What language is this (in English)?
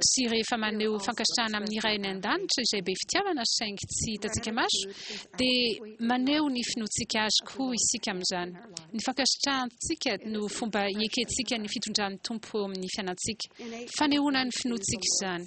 Malagasy